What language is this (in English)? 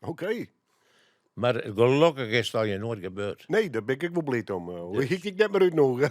Western Frisian